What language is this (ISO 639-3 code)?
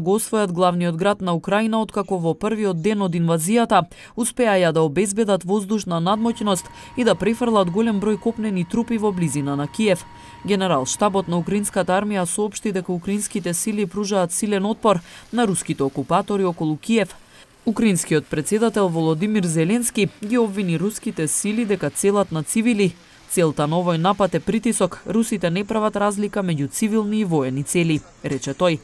mkd